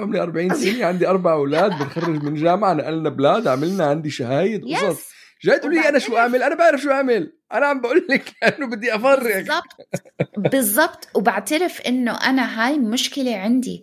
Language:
North Levantine Arabic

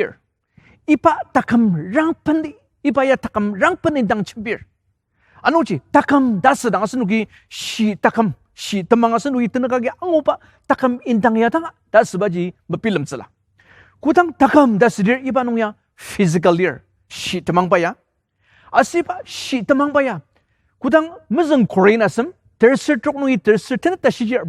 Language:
Ao Naga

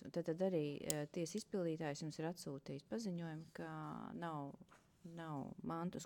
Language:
Latvian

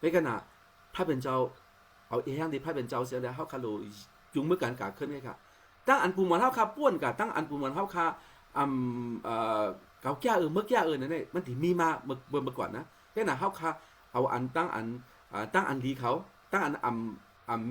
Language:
Shan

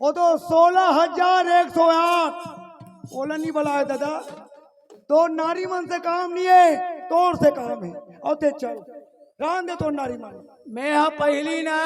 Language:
Chhattisgarhi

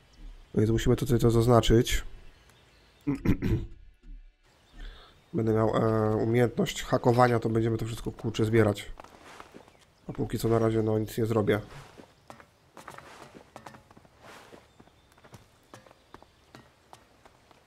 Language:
Polish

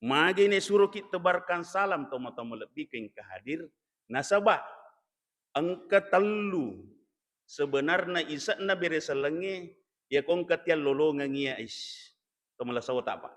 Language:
Buginese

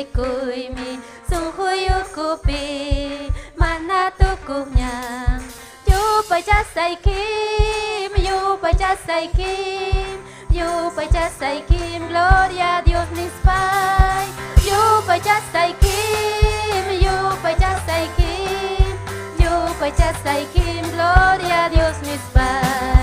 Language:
Ayacucho Quechua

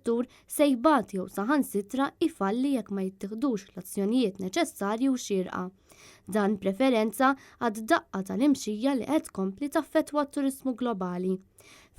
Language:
Maltese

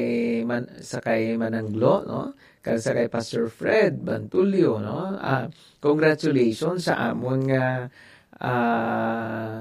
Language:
Hiligaynon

